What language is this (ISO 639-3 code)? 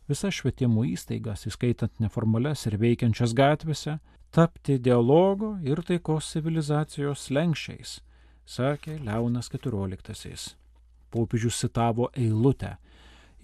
lit